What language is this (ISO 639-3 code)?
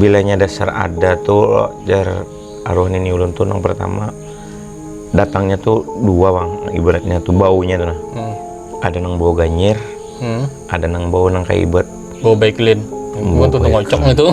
bjn